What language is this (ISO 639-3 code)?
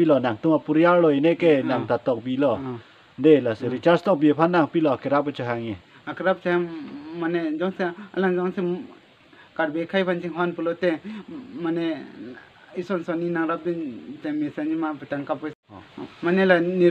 mjw